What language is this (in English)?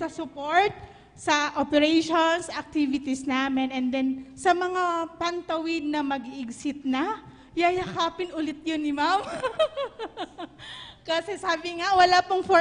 Bikol